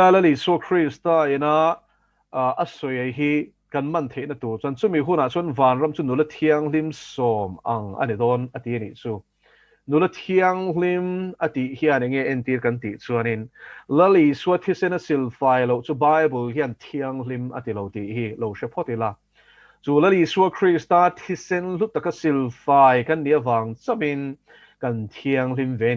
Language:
Mizo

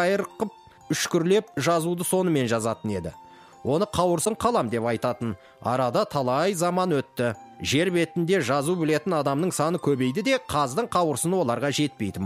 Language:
Kazakh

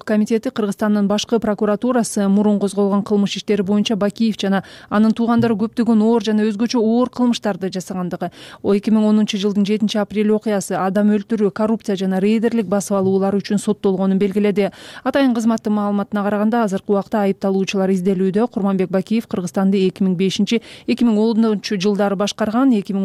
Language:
Kyrgyz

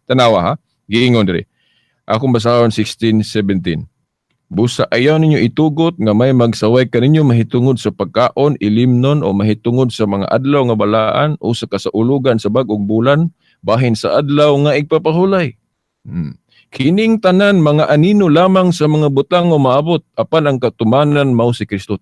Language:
Cebuano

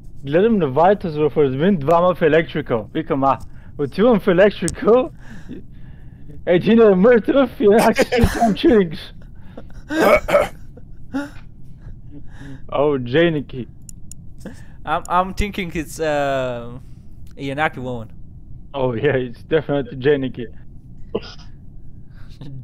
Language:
Bulgarian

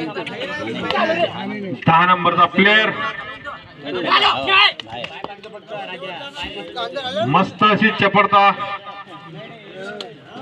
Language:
Marathi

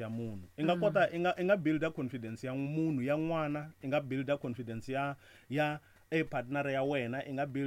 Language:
Tsonga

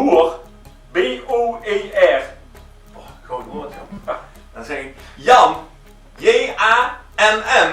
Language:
Limburgish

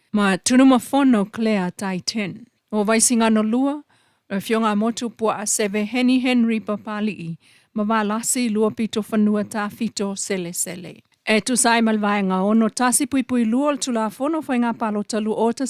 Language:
Samoan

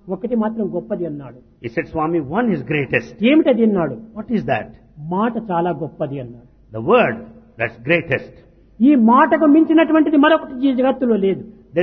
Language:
Telugu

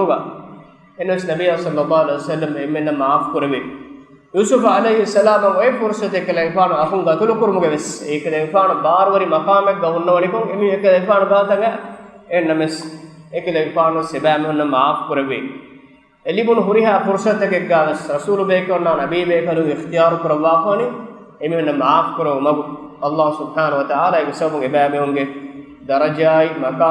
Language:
Divehi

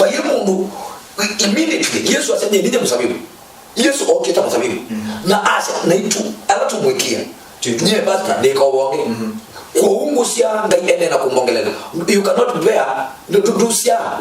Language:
Kamba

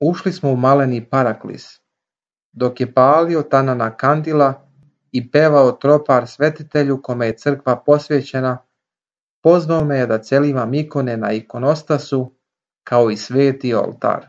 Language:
Serbian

